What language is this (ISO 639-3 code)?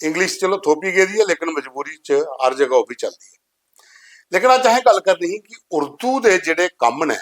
doi